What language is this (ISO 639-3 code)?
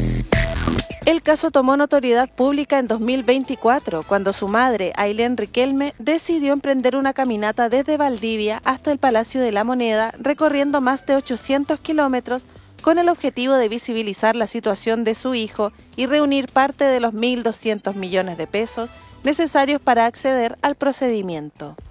spa